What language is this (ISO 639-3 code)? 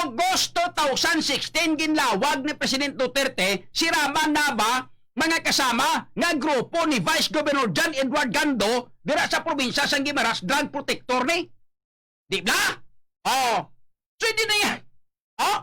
hil